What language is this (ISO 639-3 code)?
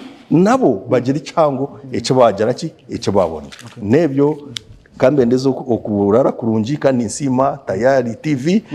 nyn